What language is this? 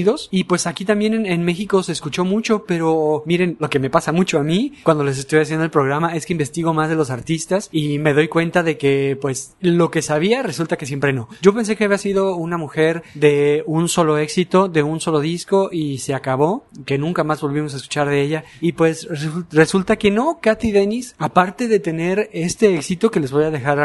Spanish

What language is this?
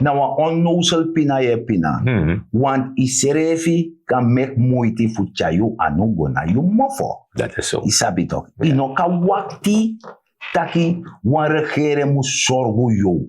Sranan Tongo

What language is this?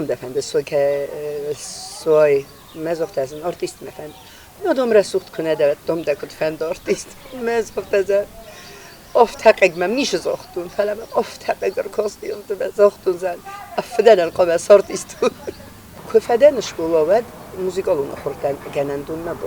Ossetic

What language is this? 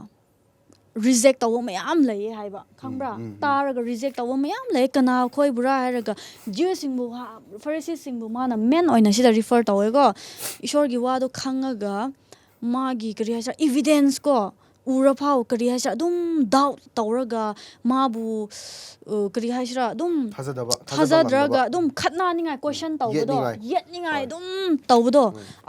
Manipuri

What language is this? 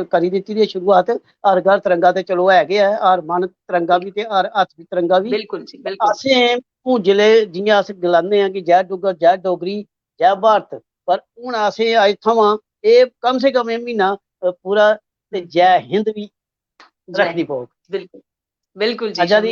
Dogri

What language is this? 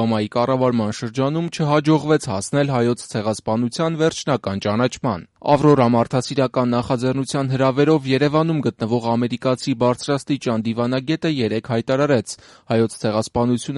Armenian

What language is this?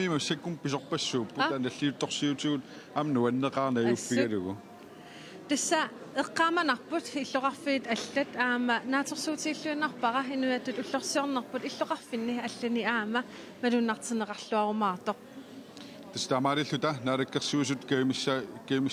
Kalaallisut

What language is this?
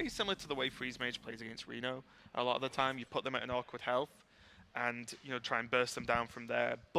English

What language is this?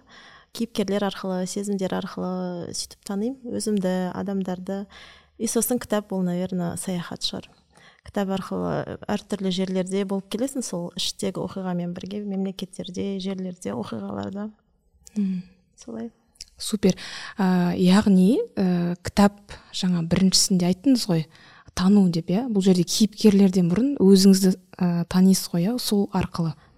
Kazakh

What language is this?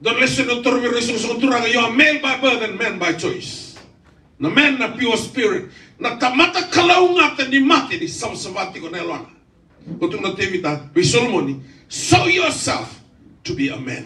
Fijian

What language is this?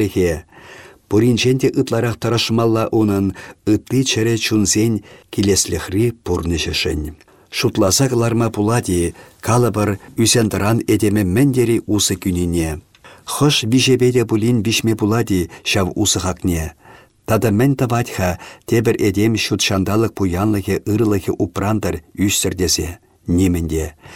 Chuvash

